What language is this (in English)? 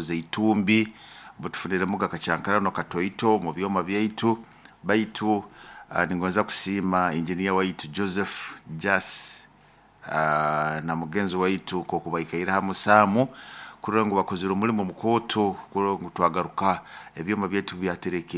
Nyoro